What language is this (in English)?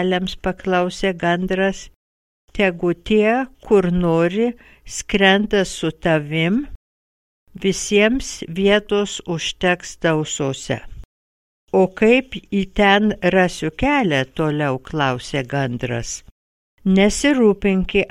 Lithuanian